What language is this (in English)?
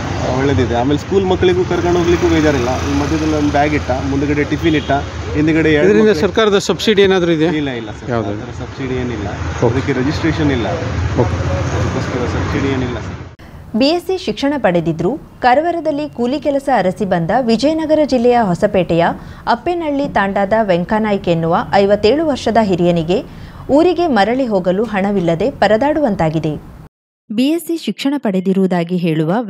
Kannada